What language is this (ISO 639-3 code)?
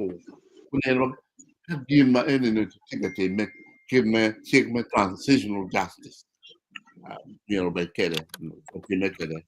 ach